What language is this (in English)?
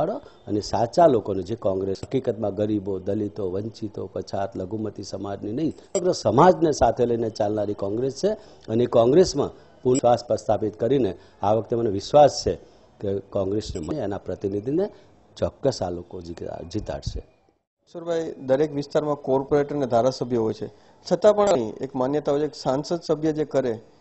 Gujarati